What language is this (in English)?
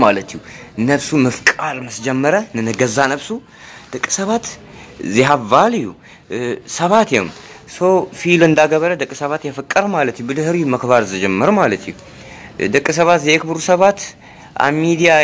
Tigrinya